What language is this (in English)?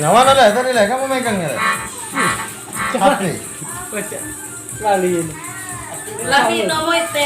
Musi